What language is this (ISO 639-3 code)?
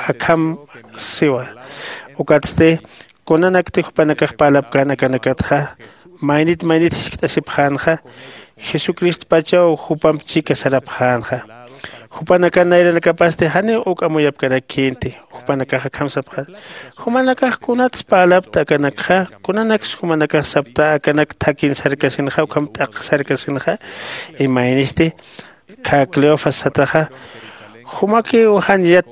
aym